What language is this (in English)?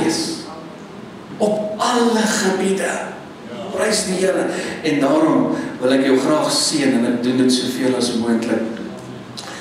Afrikaans